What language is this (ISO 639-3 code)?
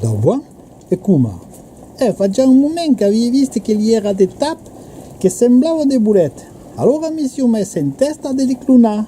oci